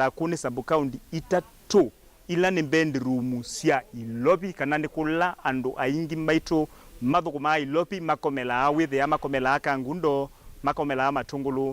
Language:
Kamba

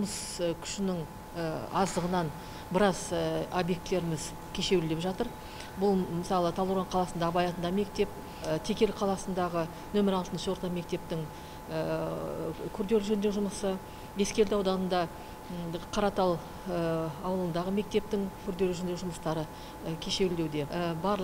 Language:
Kazakh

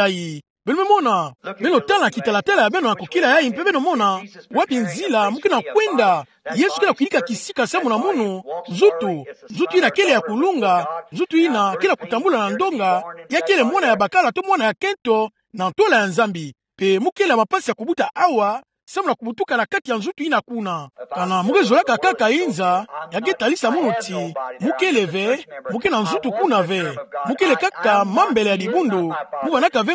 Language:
Kituba (Democratic Republic of Congo)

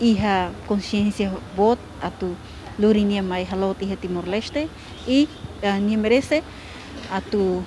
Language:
Tetum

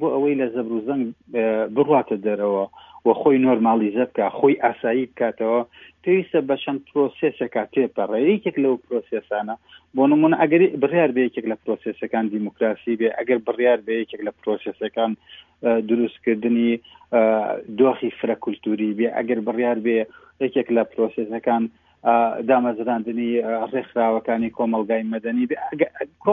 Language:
Central Kurdish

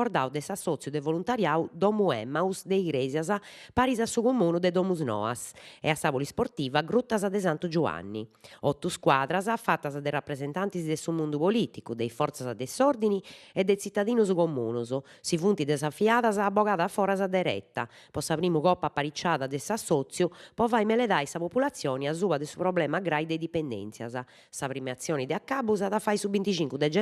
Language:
Sardinian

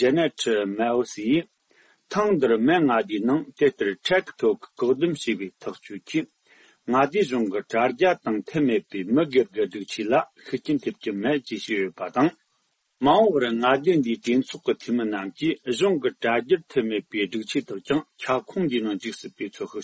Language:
Tibetan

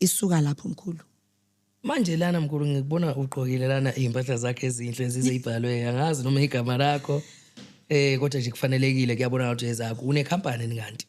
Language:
Zulu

